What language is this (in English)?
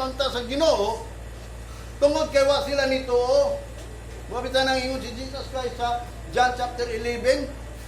Cebuano